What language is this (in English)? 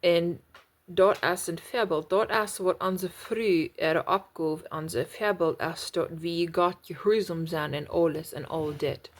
Plautdietsch